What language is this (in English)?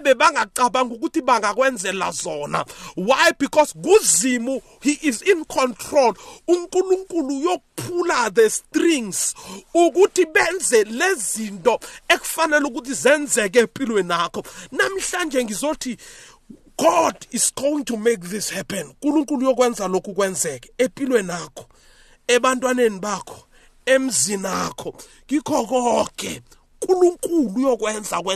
South Ndebele